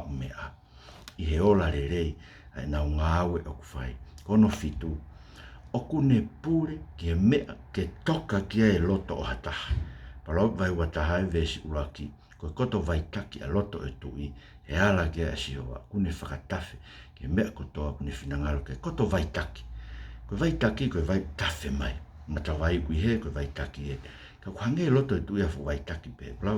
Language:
Tongan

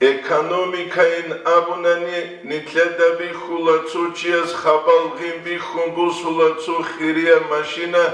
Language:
Avaric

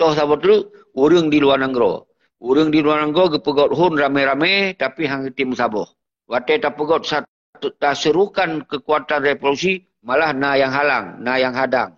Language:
Achinese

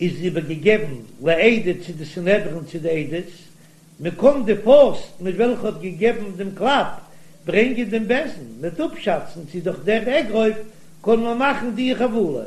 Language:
Yiddish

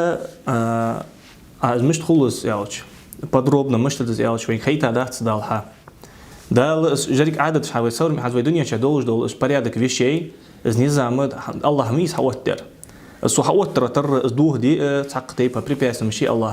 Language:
Ingush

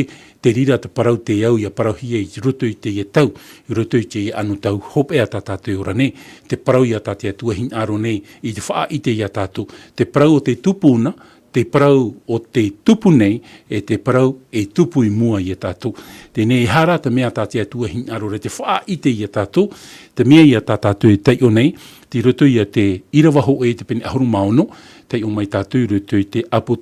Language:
Tahitian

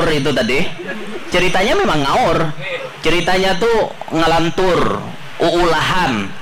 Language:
Banjar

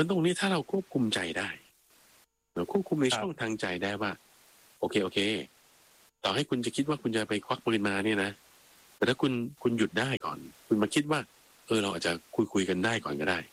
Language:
Thai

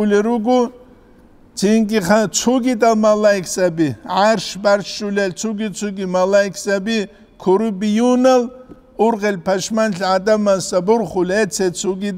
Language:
Avaric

